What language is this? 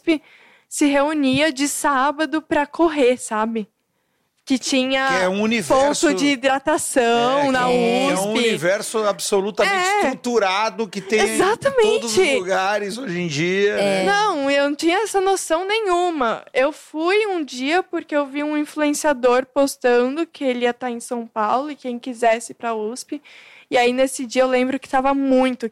Portuguese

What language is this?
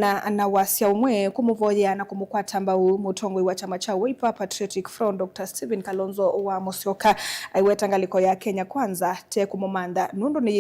Kamba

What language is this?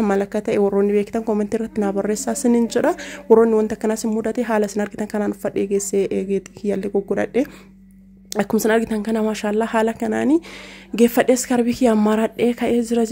Oromo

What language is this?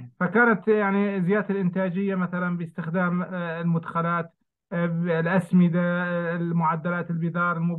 Arabic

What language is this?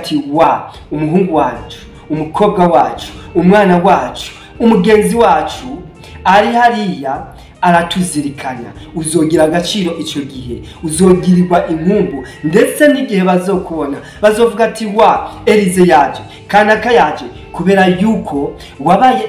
Rundi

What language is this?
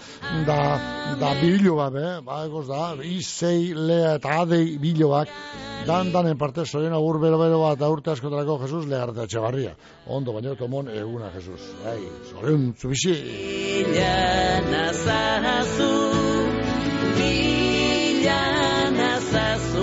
Basque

